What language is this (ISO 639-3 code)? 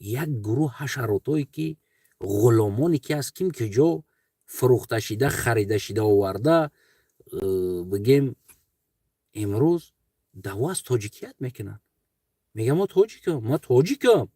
tgk